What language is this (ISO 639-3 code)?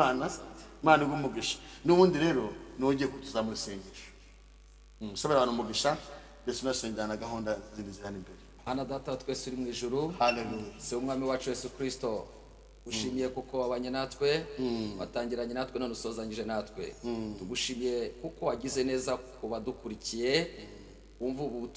kin